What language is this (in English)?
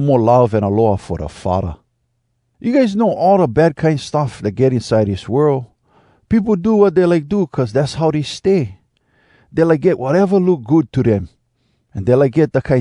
Hawai'i Creole English